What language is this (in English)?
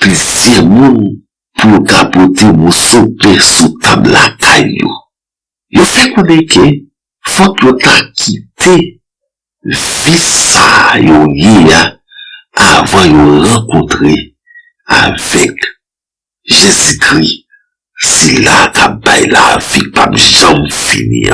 Haitian Creole